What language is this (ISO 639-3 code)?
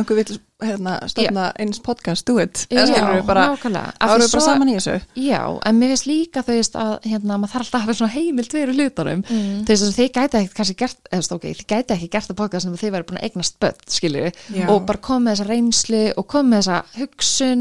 isl